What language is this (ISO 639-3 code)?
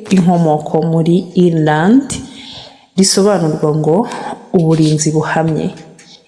kin